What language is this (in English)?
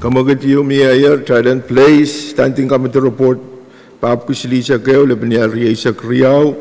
Pohnpeian